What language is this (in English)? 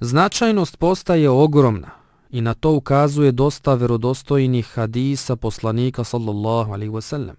Bosnian